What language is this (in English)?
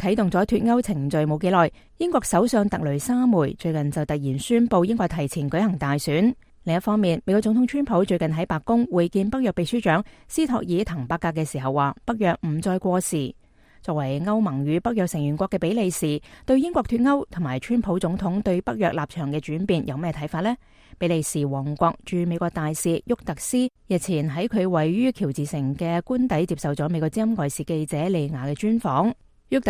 Cantonese